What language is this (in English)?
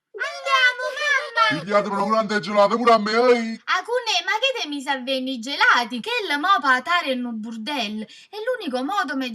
Neapolitan